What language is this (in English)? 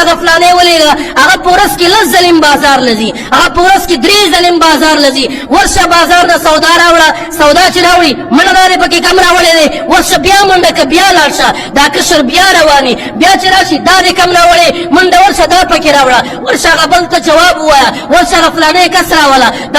Pashto